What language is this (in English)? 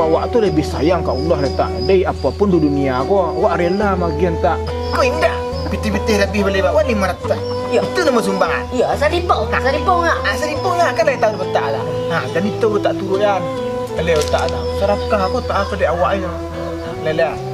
Minangkabau